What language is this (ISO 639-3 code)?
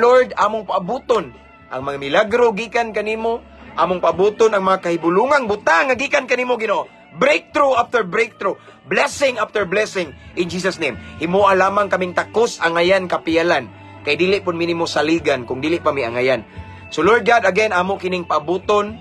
ceb